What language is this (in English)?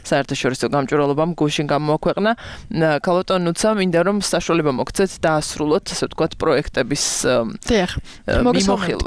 Georgian